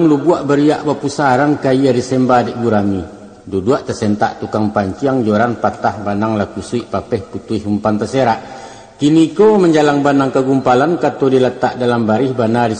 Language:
Minangkabau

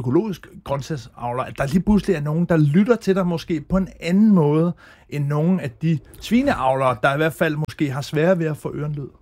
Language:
Danish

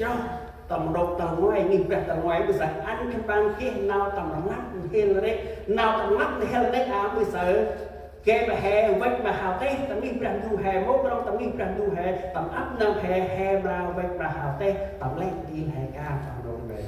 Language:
Central Mnong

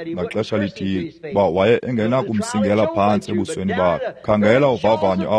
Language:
Xhosa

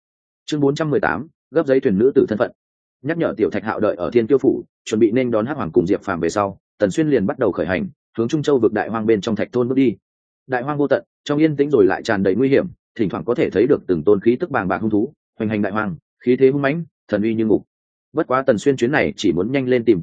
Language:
Vietnamese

